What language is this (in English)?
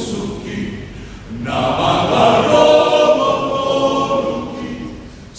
Batak Toba